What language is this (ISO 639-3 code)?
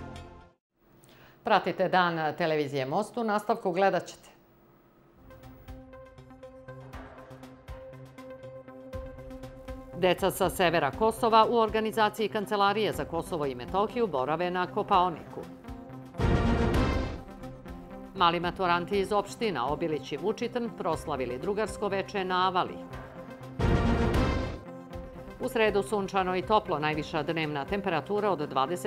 srp